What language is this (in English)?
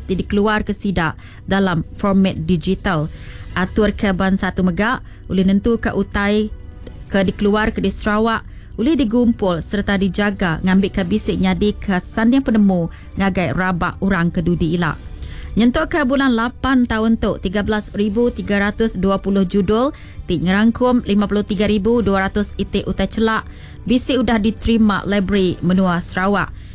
Iban